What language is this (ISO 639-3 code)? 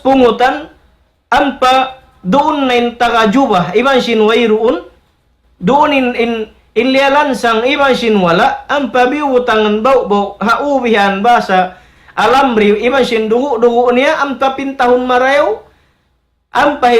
tsg